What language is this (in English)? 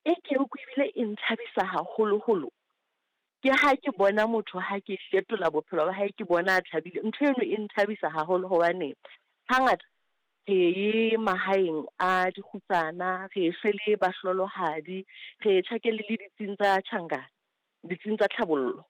Southern Sotho